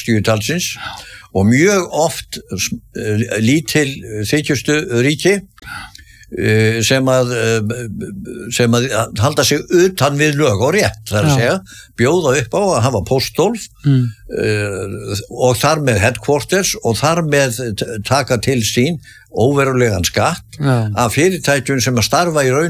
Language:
Icelandic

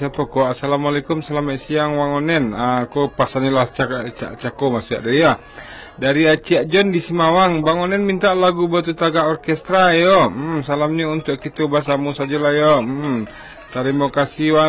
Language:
Minangkabau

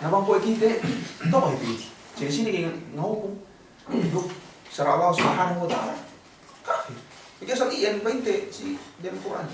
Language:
Yakan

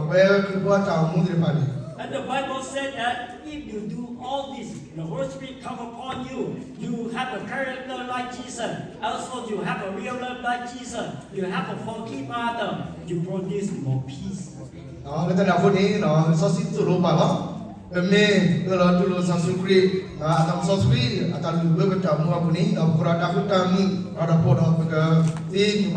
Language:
S'gaw Karen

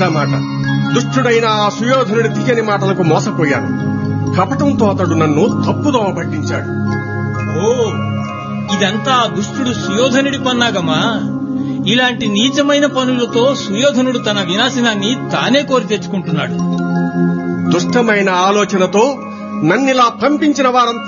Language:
Telugu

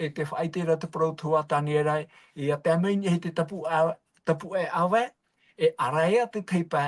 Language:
Tahitian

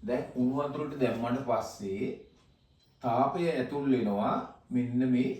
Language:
Sinhala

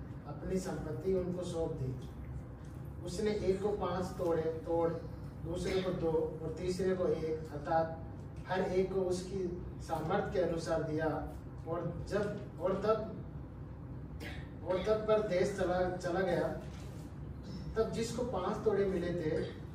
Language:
Hindi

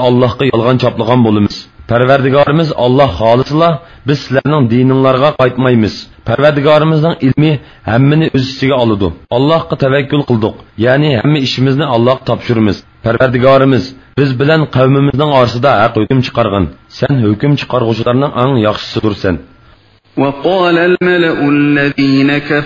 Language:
Uyghur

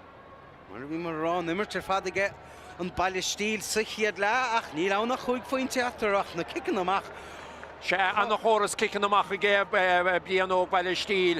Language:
Irish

